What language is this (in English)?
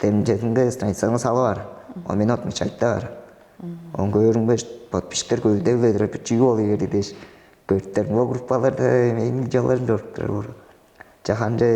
Tuvinian